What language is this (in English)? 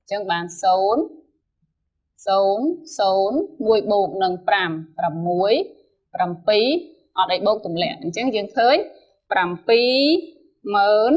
Khmer